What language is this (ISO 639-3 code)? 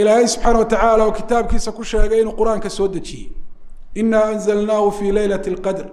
som